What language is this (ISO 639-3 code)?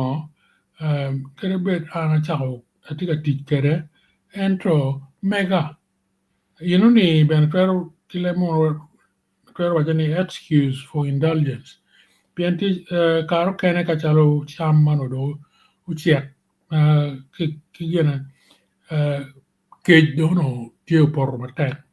ach